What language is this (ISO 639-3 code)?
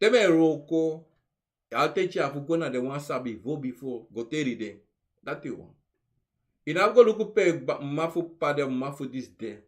srn